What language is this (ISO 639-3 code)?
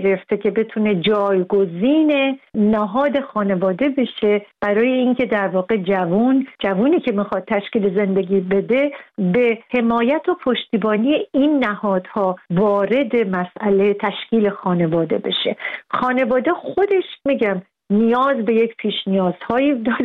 fas